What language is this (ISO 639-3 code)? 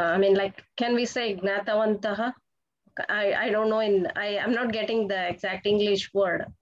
san